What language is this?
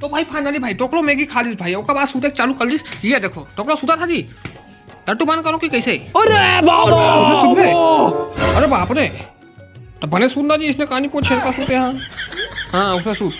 Chhattisgarhi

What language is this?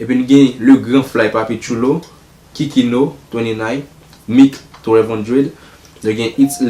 Haitian Creole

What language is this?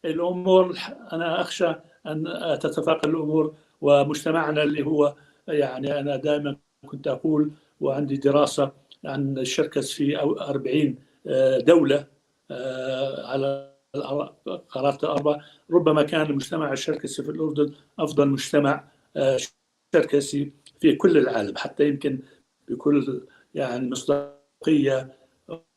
North Levantine Arabic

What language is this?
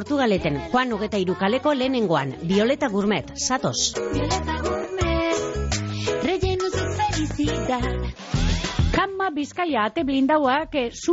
Basque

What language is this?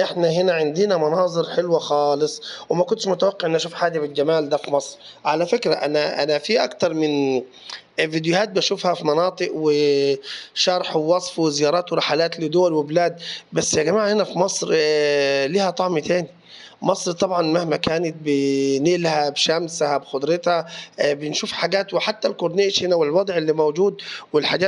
Egyptian Arabic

